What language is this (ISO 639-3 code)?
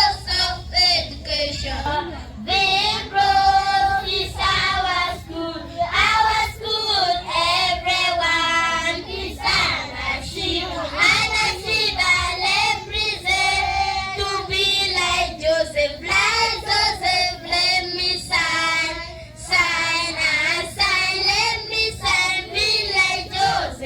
ach